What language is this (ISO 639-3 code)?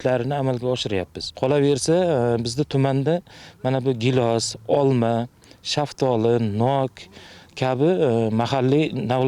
uzb